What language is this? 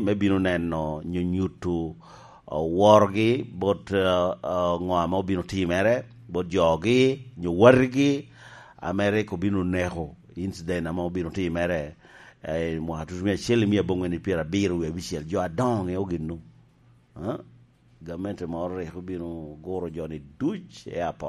Lango (Uganda)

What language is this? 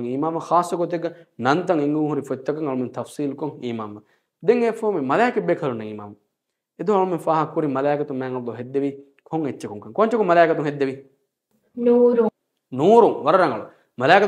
Divehi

